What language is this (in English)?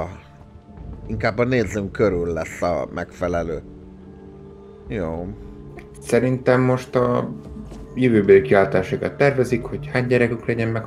Hungarian